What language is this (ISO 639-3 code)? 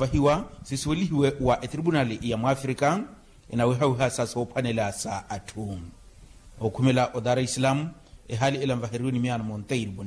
vmw